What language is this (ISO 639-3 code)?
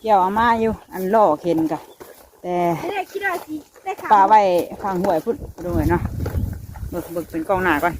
tts